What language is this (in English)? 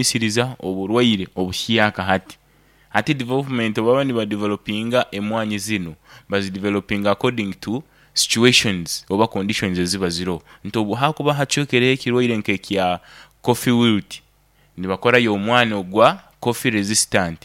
Nyoro